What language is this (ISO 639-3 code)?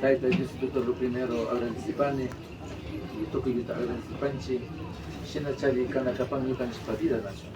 qvi